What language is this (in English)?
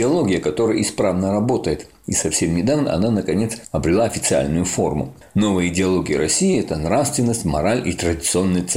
Russian